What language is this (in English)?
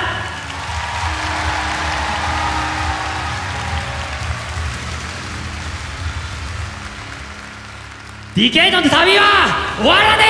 Japanese